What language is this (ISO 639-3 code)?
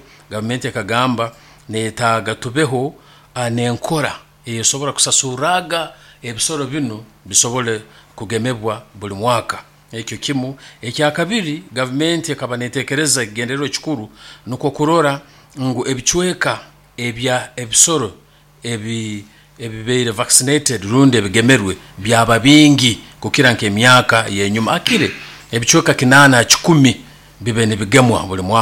nyo